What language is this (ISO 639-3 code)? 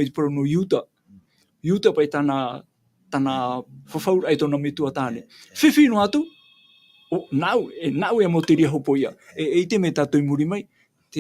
tah